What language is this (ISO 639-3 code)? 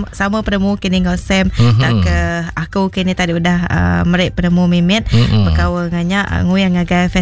iba